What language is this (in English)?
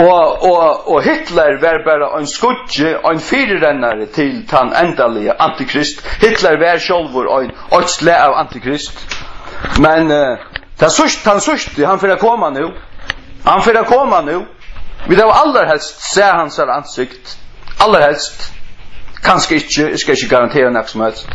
Faroese